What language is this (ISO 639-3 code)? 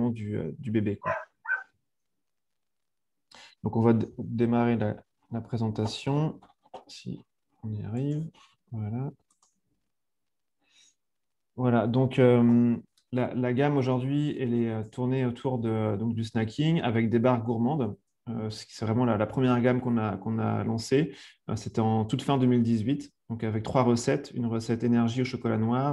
fra